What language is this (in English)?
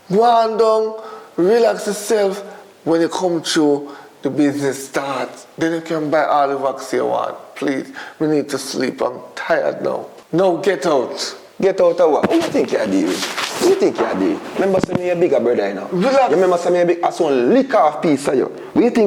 Jamaican Creole English